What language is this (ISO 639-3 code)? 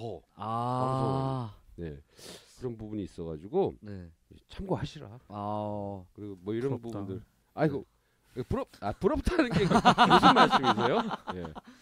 kor